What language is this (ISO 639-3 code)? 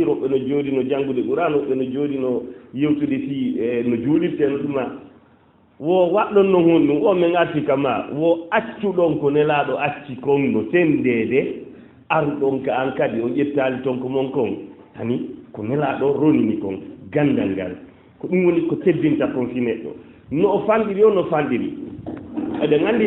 ful